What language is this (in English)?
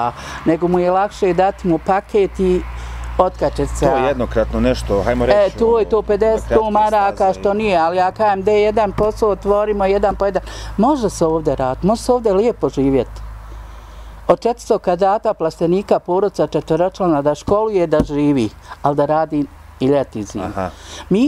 Bosnian